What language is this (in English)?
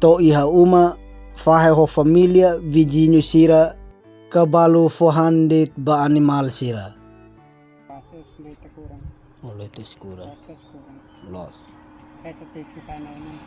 Tetum